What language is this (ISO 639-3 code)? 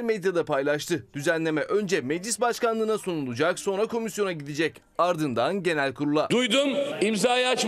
tur